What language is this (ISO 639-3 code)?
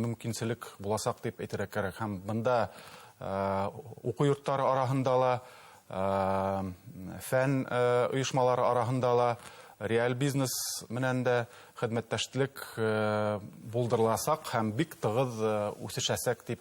bak